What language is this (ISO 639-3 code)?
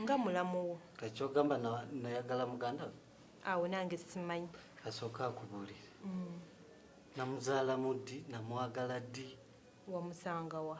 lug